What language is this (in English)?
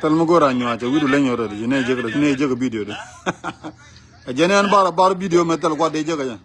Nuer